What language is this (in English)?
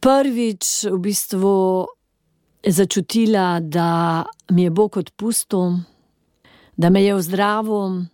Slovenian